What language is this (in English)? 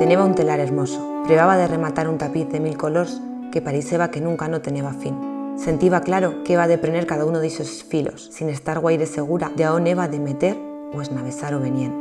Aragonese